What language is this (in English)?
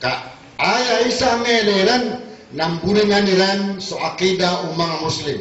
Maranao